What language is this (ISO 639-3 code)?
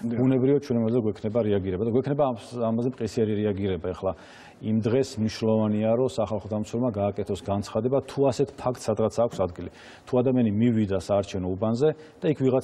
kat